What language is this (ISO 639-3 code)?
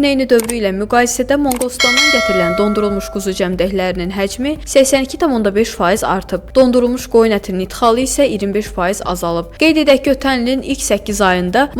aze